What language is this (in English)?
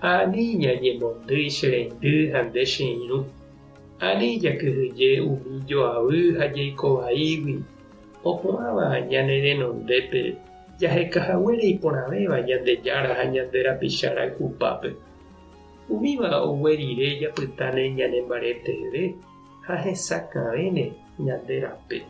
Guarani